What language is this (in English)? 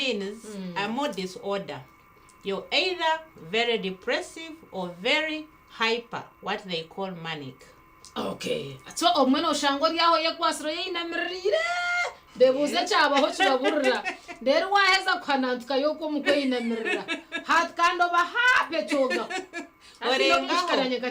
Nyankole